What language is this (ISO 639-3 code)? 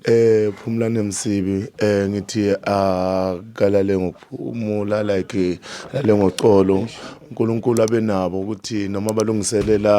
zul